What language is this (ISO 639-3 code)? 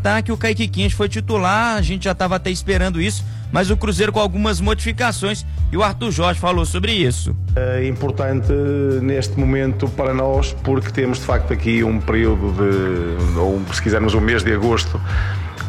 por